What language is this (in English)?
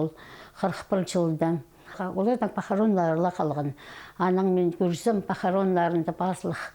Khakas